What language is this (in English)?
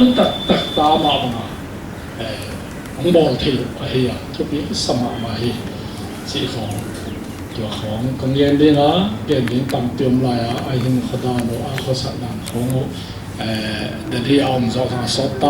Paite Chin